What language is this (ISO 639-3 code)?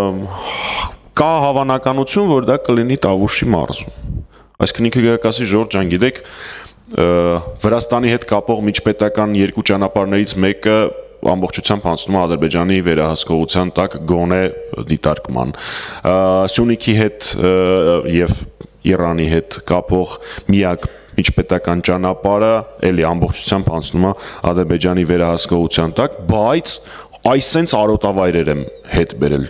hye